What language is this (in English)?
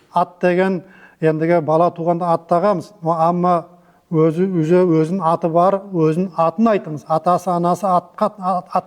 Nogai